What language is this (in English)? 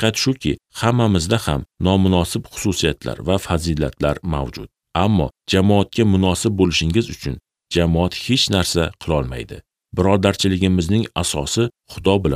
Uzbek